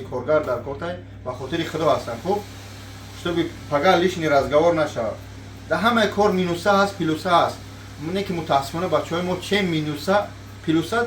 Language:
Tajik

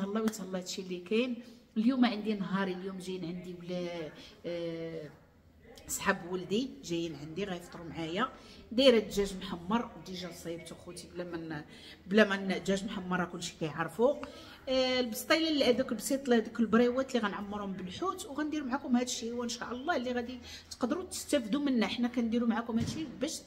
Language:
Moroccan Arabic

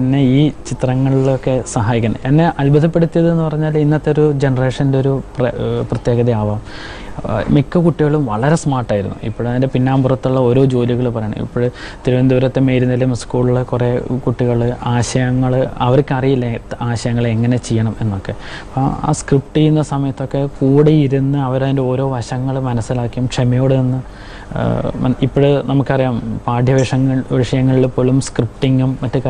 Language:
Malayalam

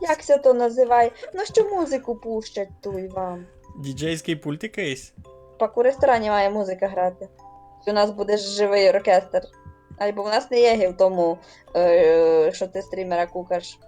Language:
Rusyn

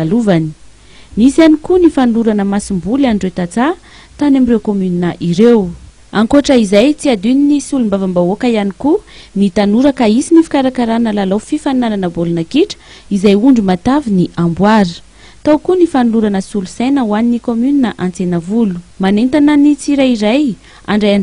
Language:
Malagasy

